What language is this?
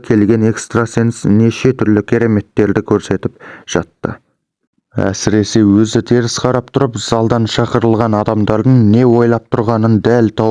Kazakh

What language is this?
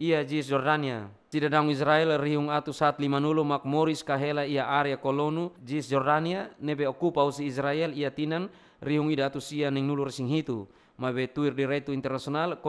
Tetum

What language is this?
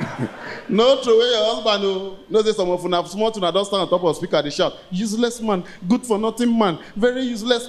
Nigerian Pidgin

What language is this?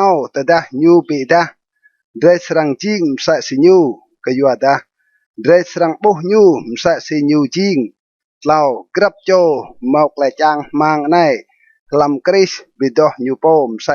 Rade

